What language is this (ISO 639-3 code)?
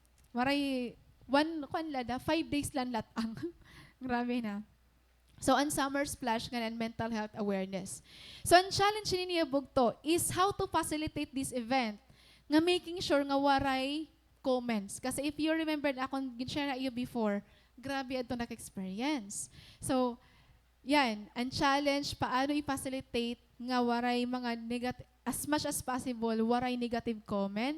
war